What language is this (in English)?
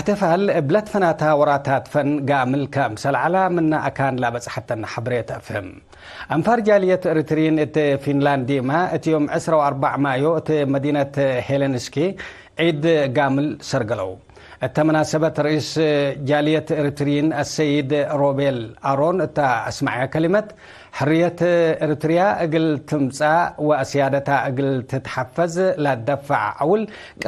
Tigre